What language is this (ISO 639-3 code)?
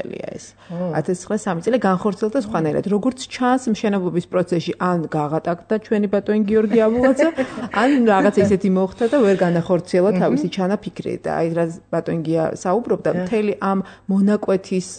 kat